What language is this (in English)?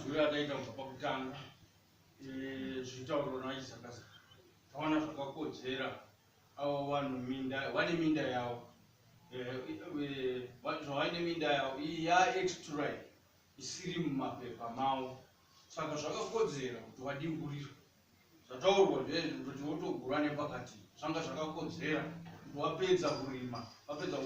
Shona